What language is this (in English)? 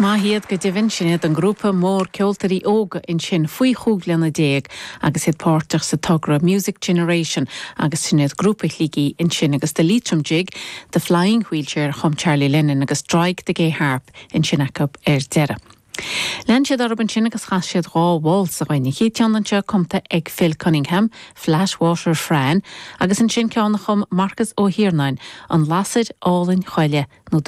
Irish